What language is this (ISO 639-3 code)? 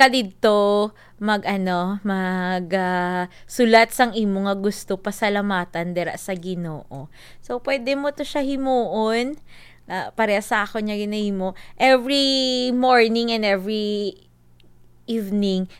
hil